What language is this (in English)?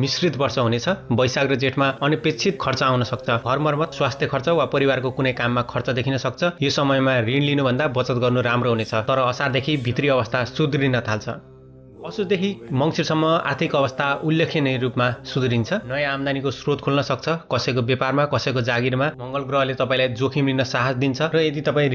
Nepali